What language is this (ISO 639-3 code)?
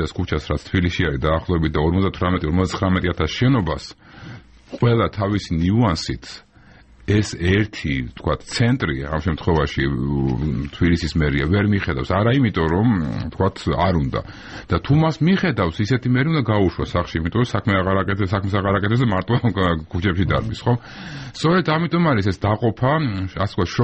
kat